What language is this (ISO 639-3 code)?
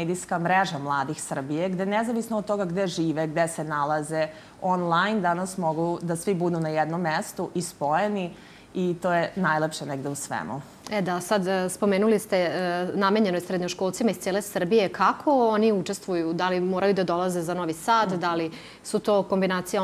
srp